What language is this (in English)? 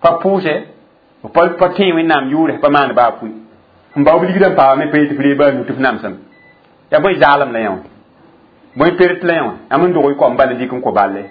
Mossi